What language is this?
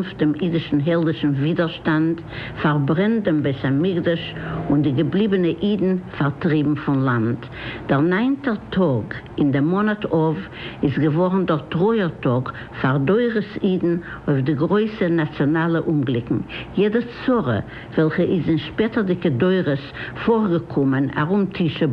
Yiddish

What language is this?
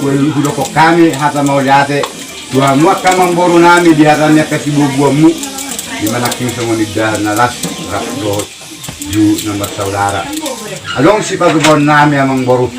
Batak Toba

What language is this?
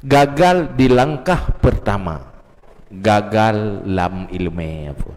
Achinese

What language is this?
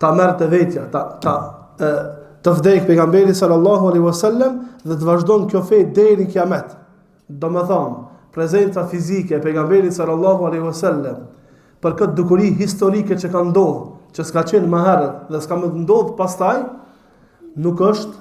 Albanian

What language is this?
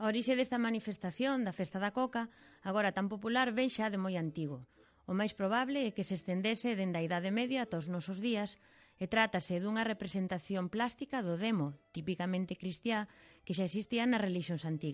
Galician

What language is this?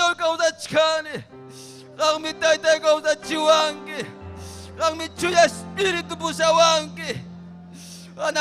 Ayacucho Quechua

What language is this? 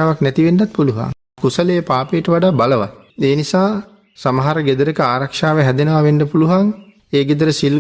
Sinhala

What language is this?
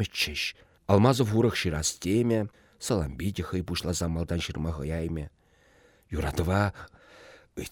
Chuvash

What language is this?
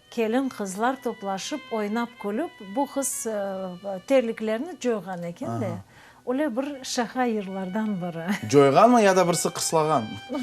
Crimean Tatar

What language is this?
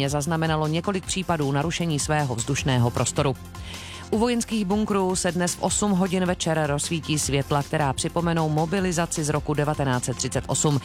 Czech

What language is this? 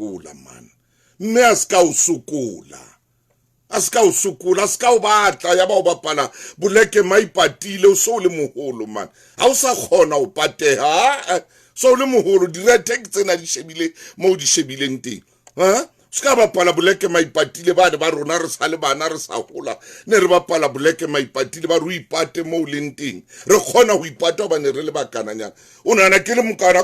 Southern Sotho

